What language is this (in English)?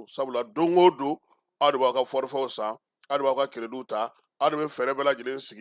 Bambara